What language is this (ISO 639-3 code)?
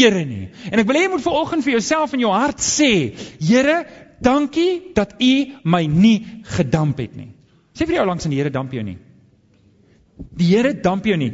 afr